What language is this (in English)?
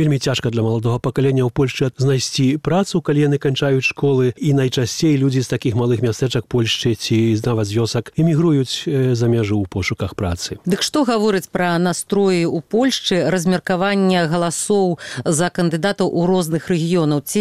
Belarusian